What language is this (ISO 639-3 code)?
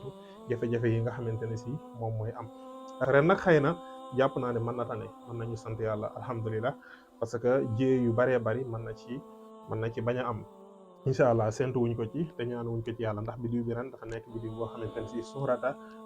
wol